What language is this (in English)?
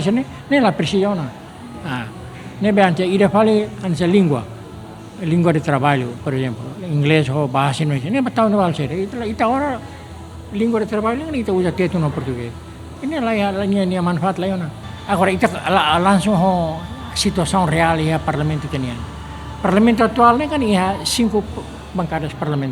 Tetum